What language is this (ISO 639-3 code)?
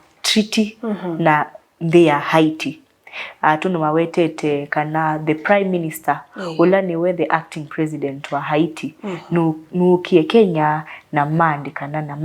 kam